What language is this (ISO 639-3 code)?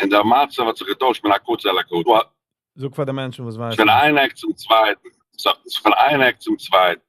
yid